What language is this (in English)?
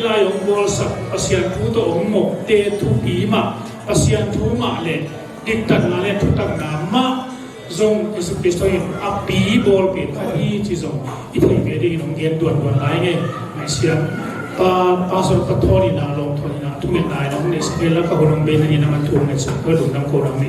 Tedim Chin